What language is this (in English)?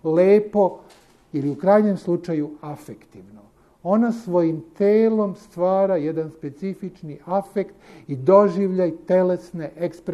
Serbian